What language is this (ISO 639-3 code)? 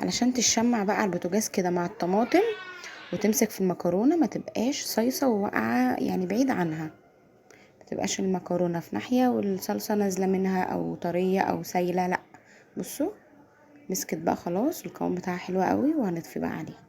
arz